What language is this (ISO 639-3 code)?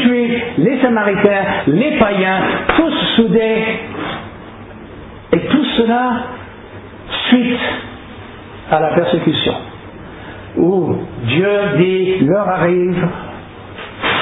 fra